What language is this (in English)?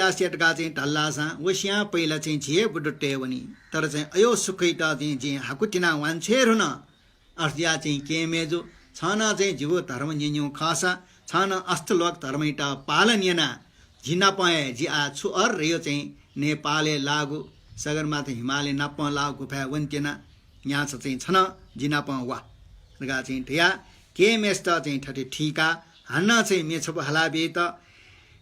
Newari